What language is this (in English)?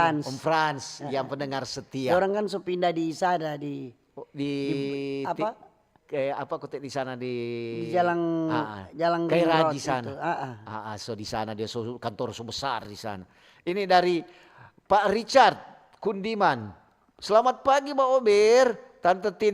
Manado Malay